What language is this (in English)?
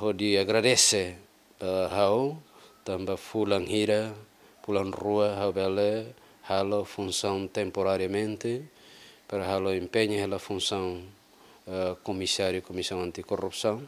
Tetum